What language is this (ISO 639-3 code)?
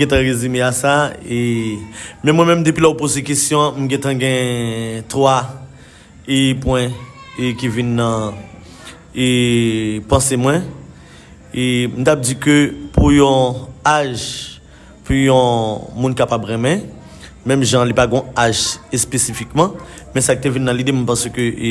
hat